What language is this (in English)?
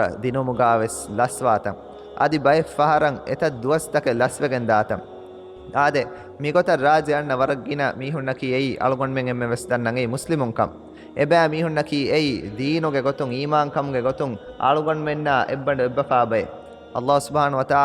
Divehi